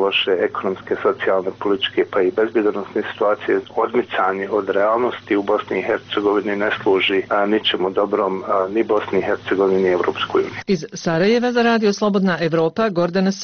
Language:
Bosnian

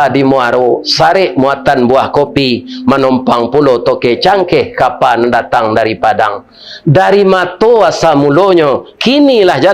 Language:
Minangkabau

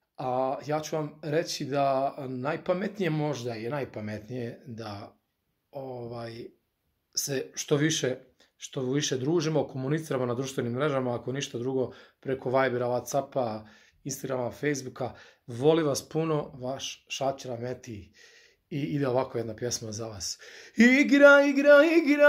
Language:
Bosnian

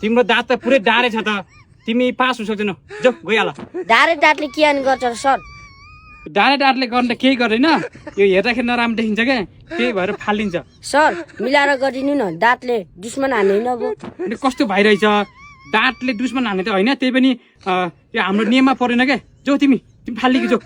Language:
Nepali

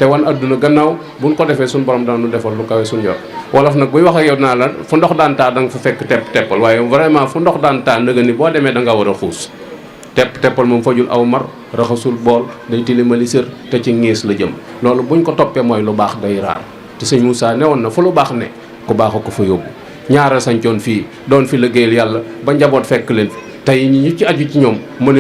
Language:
Wolof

